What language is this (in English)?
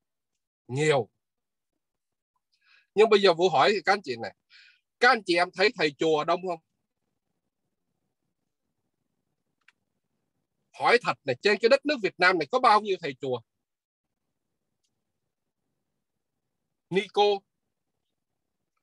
Vietnamese